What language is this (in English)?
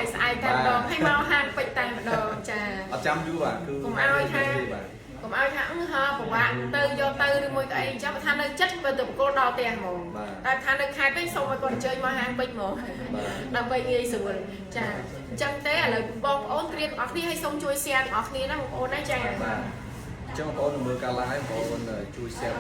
Khmer